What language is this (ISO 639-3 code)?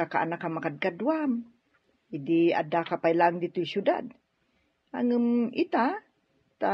ilo